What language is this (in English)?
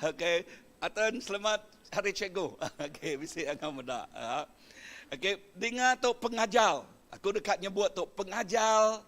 Iban